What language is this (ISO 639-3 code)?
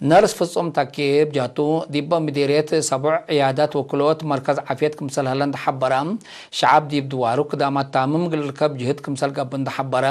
tig